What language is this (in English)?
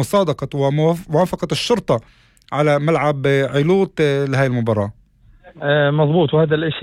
North Levantine Arabic